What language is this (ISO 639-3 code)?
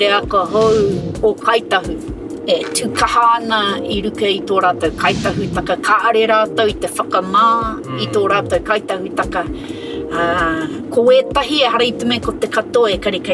mri